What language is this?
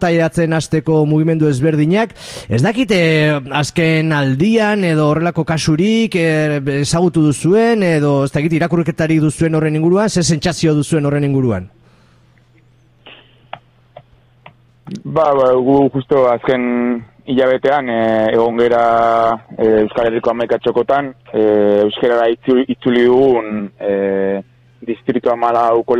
Basque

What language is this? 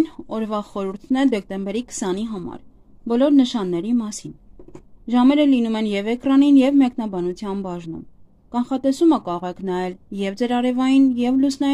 Armenian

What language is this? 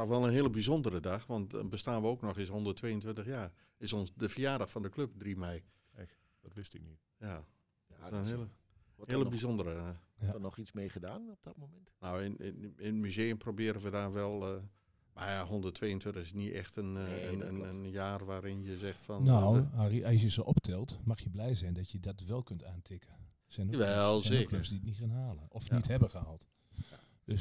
Dutch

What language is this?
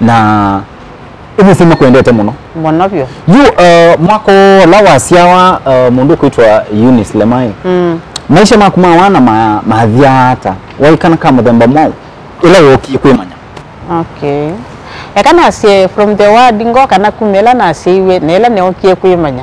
Kamba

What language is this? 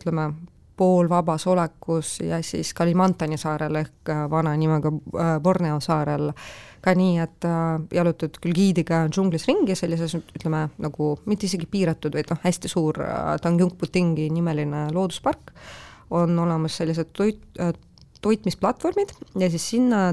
Estonian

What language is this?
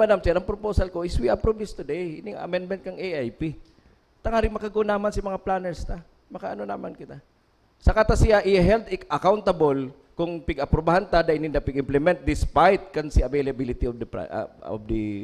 Bikol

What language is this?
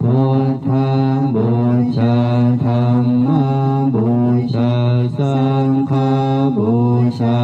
Pali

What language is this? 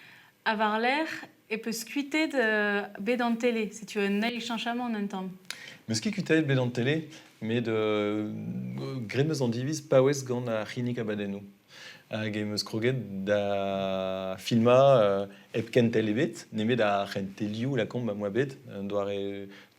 Breton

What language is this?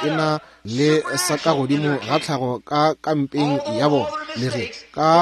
Northern Sotho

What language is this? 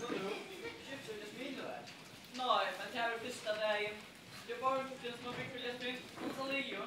Faroese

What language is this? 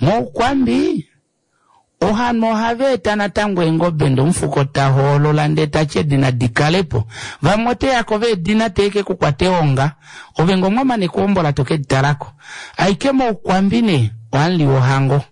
Kuanyama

